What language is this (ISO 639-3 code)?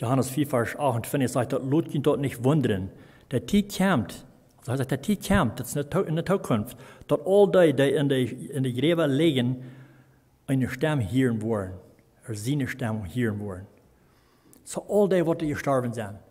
pdt